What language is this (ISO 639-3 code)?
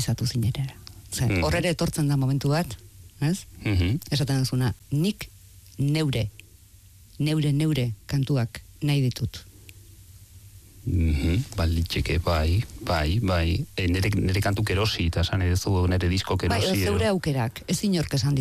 eus